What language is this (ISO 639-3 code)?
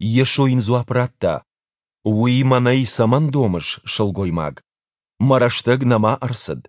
oss